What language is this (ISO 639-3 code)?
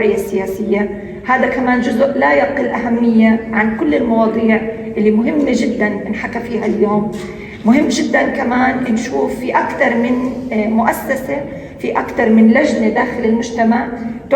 apc